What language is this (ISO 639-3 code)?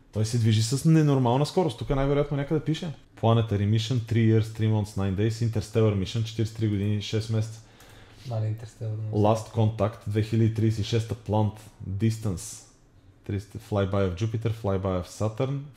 bul